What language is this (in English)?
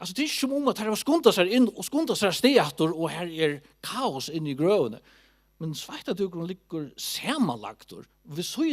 Faroese